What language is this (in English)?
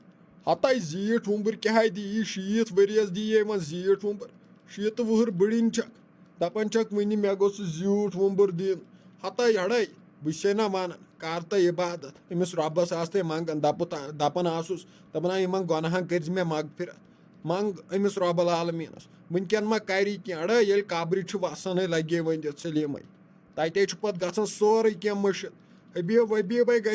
Kashmiri